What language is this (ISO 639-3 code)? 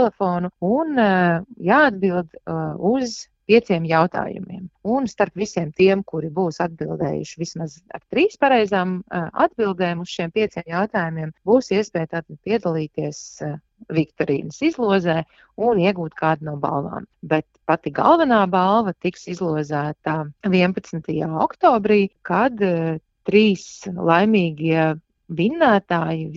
lav